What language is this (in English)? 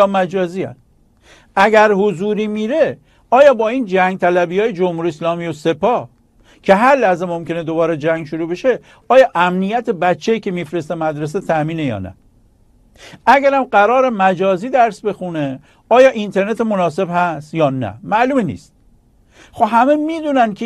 Persian